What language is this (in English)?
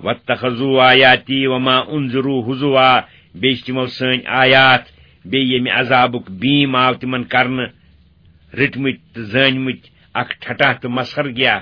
Kashmiri